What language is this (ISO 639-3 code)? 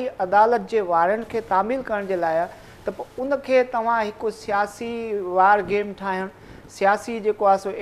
snd